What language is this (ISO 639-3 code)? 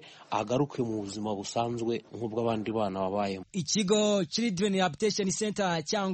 kin